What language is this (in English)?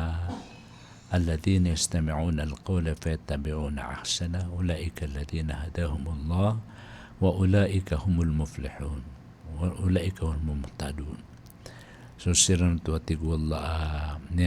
Maranao